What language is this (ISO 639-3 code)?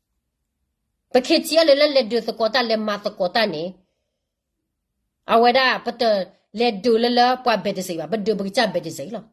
ksw